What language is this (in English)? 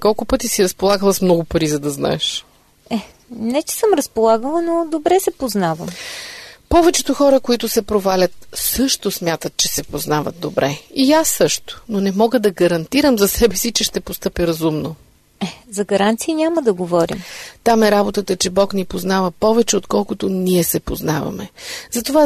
Bulgarian